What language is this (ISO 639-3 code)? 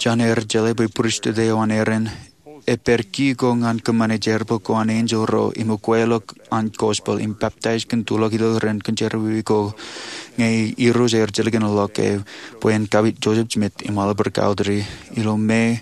mah